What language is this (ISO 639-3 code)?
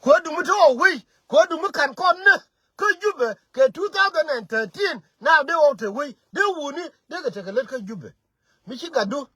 nus